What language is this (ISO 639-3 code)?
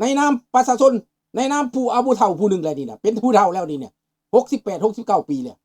lao